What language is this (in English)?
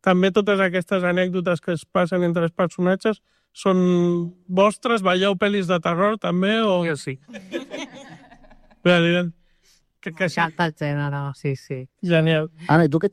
Catalan